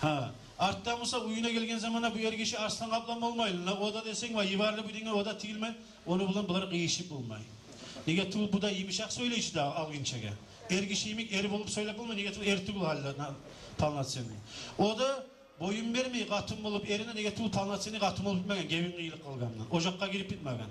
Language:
Kumyk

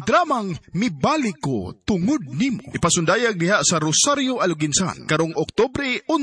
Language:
Cebuano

